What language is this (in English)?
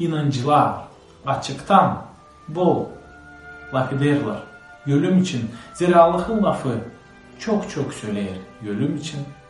Gagauz